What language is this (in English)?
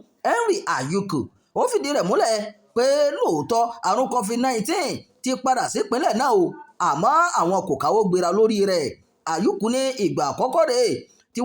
Yoruba